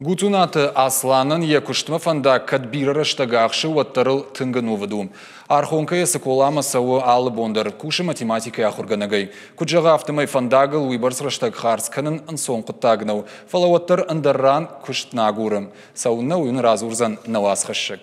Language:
Ossetic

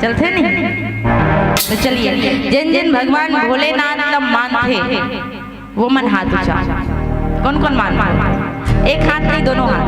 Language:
Chhattisgarhi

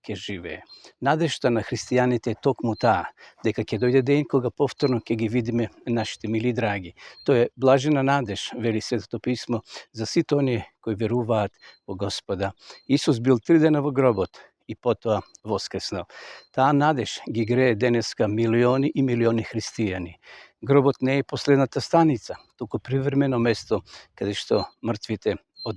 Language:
Macedonian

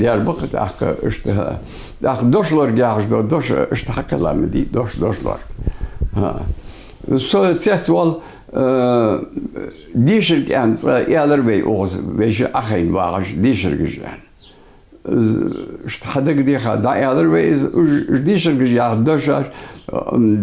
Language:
Ingush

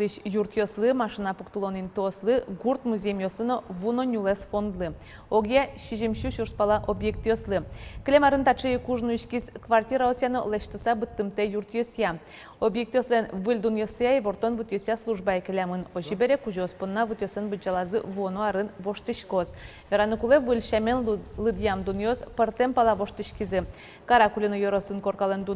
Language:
Udmurt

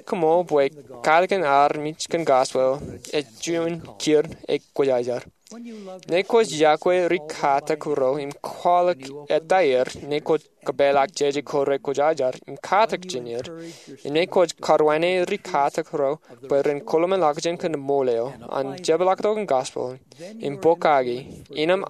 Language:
Marshallese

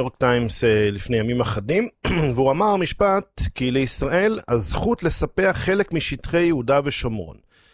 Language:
Hebrew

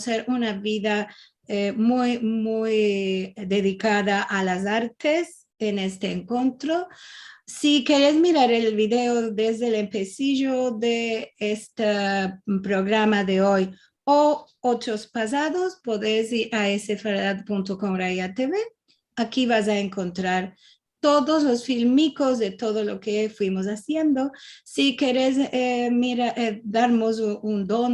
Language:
Ladino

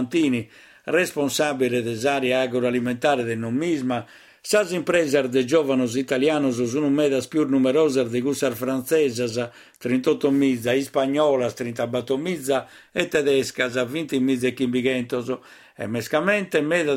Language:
Sardinian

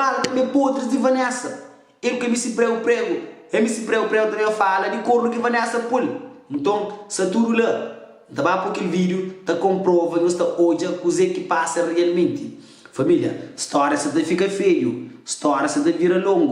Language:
Kabuverdianu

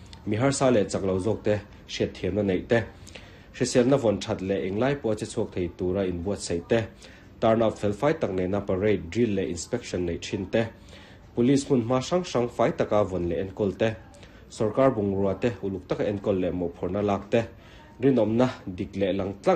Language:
Mizo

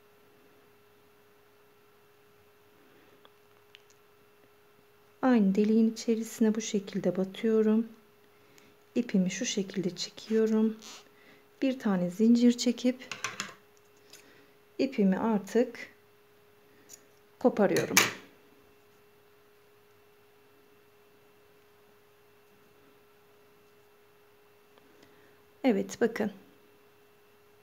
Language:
Turkish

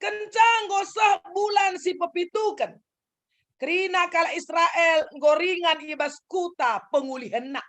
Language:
Batak Karo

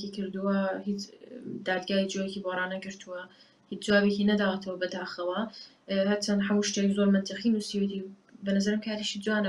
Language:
Central Kurdish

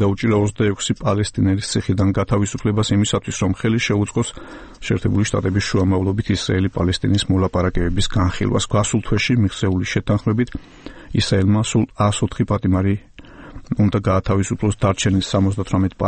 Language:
Georgian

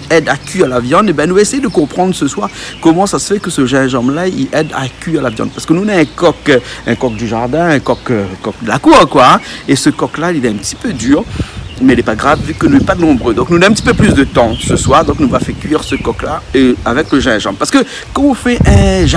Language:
Réunion Creole French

